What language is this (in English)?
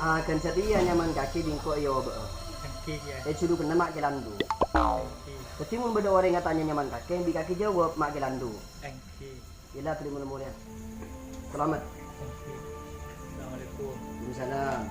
Madurese